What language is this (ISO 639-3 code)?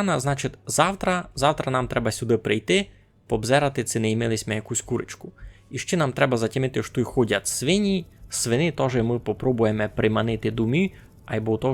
rue